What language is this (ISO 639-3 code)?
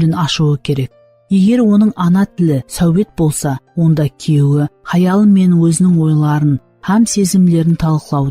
kaa